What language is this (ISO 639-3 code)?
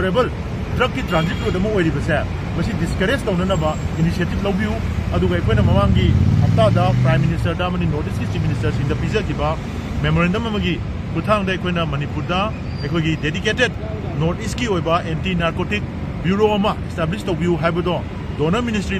mni